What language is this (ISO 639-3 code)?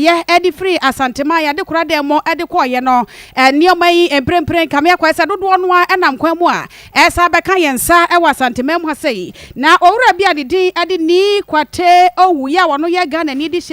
aka